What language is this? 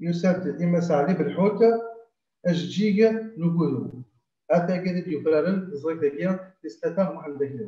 Kabyle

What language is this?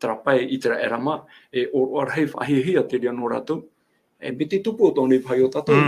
Tahitian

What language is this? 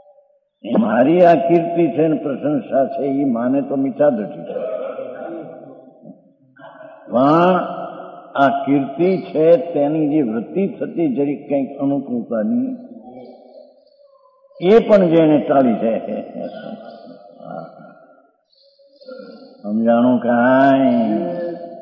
Gujarati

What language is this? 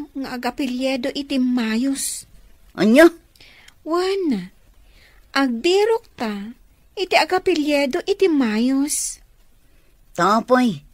Iloko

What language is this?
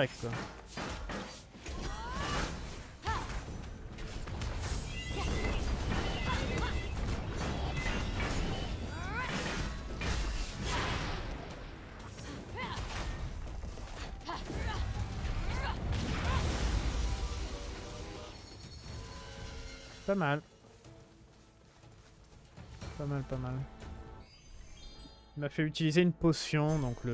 French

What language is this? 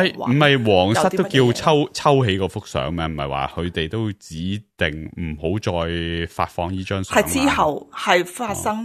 Cantonese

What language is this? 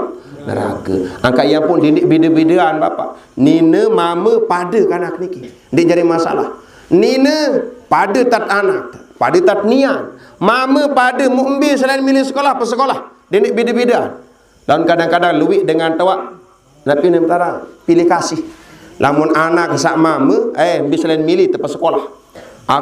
Sasak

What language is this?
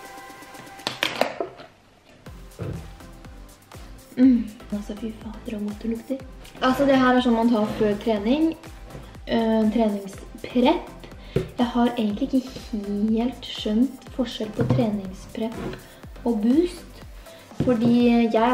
Norwegian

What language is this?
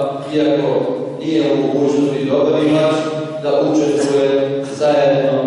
Bosnian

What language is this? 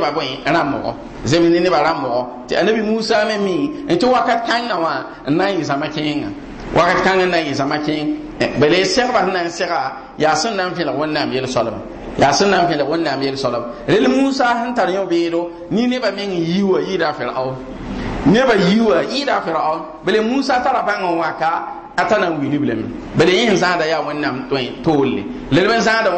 Mossi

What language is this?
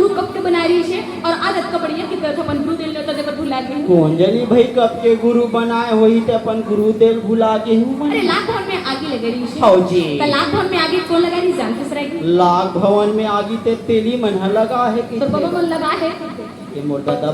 Chhattisgarhi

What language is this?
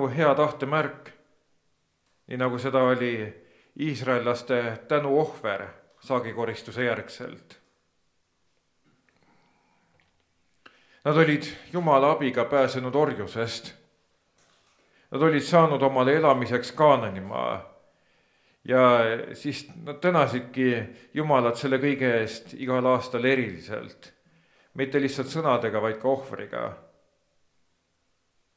Estonian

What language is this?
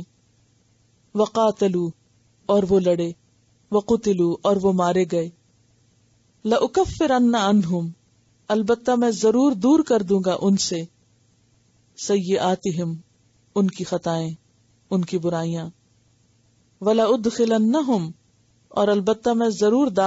Urdu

